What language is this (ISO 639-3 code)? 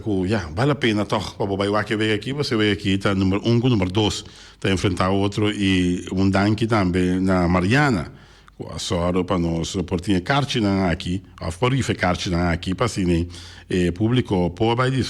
pap